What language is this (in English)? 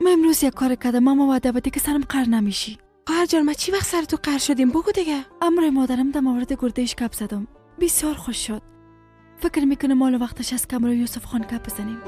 Persian